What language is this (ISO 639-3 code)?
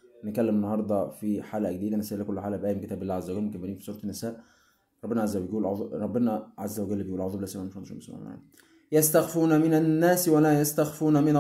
arz